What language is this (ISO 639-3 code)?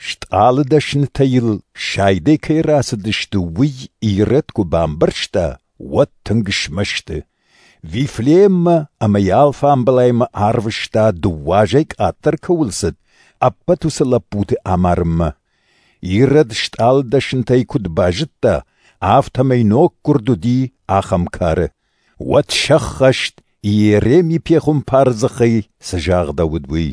oss